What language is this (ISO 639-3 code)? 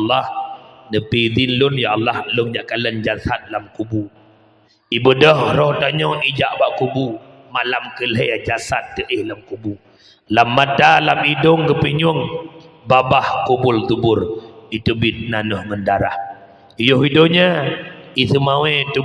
ace